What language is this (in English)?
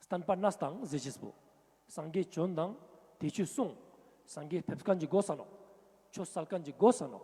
Ladakhi